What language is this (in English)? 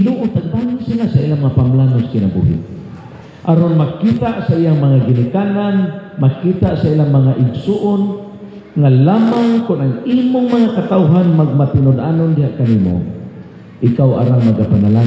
Cebuano